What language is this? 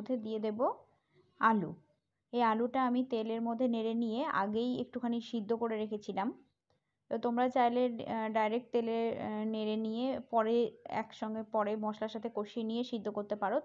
Bangla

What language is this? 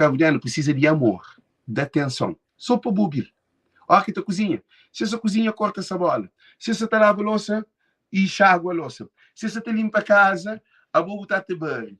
Kabuverdianu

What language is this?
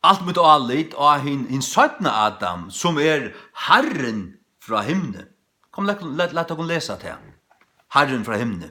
Faroese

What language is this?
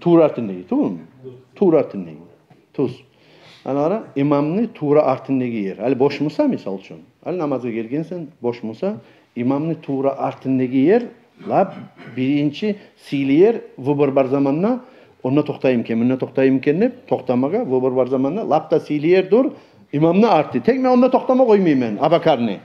Kumyk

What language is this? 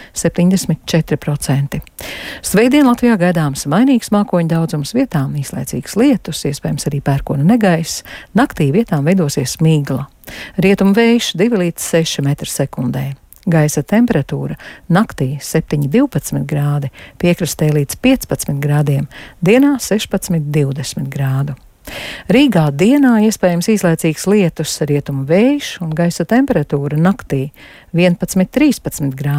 Latvian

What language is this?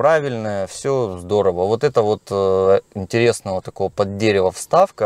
Russian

